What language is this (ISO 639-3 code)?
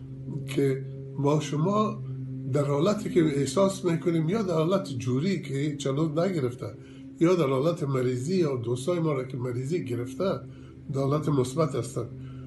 fas